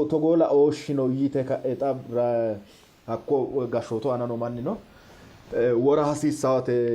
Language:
Sidamo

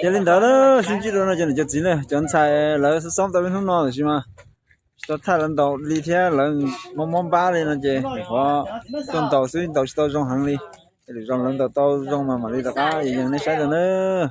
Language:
Hmong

